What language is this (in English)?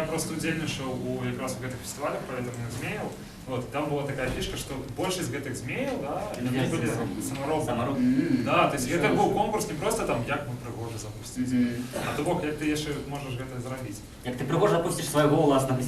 Belarusian